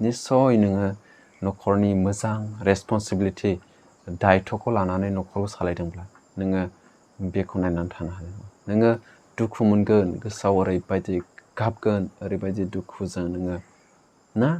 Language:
Bodo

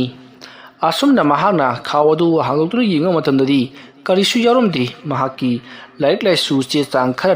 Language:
Manipuri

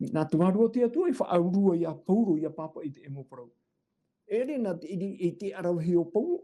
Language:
Tahitian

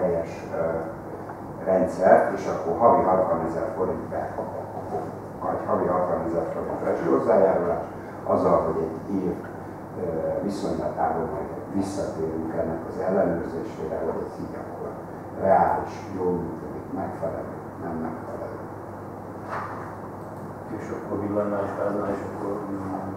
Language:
Hungarian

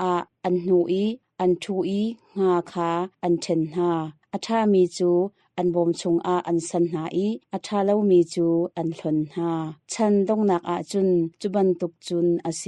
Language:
Hakha Chin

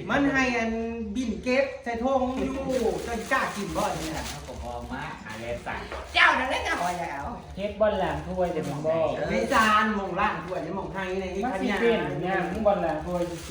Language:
Northeastern Thai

